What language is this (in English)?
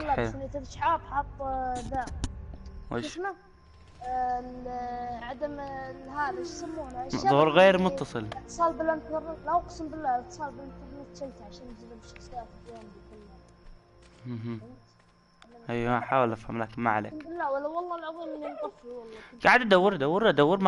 Najdi Arabic